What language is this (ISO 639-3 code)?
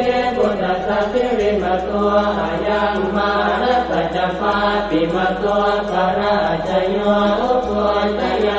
pli